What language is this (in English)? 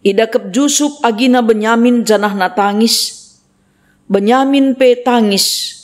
Batak Karo